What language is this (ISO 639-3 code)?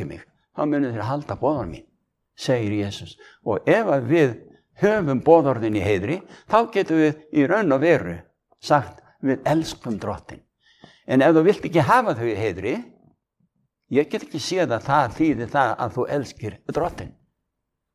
isl